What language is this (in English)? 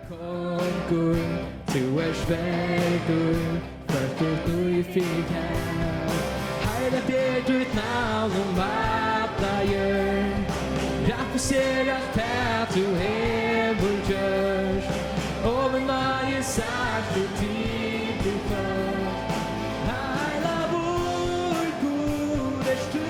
Faroese